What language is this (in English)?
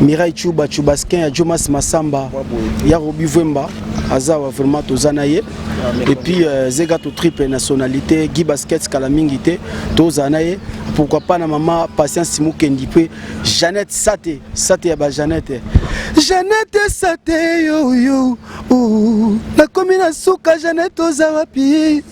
Lingala